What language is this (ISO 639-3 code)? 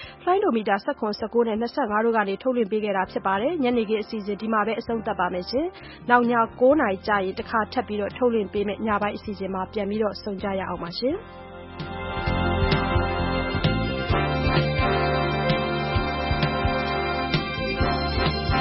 mya